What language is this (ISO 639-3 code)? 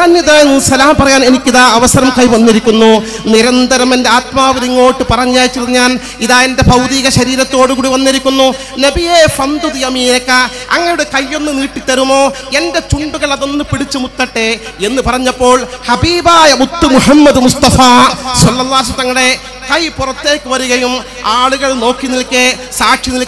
mal